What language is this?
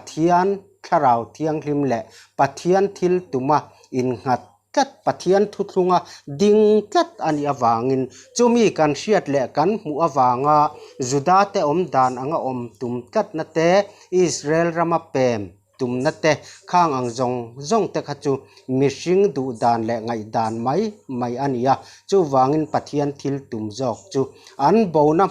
Mizo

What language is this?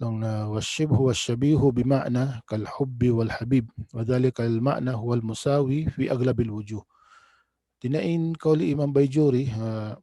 Tausug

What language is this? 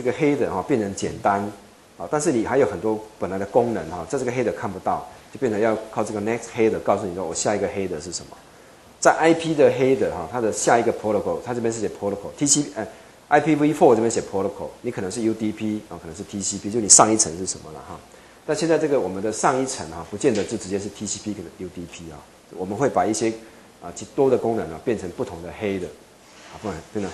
Chinese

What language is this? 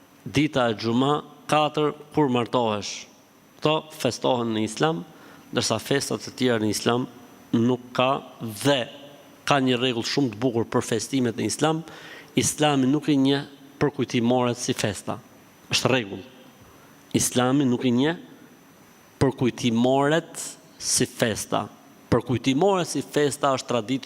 Albanian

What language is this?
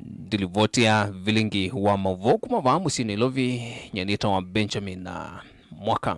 Kamba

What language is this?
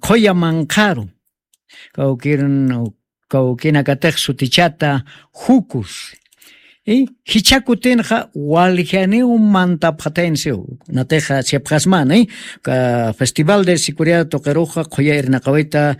Aymara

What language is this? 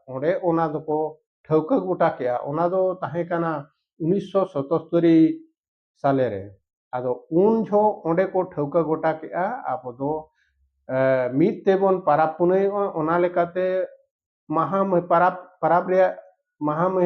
Santali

